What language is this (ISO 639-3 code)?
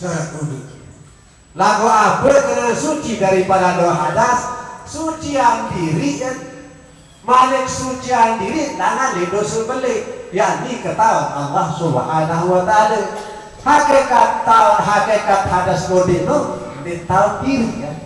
sas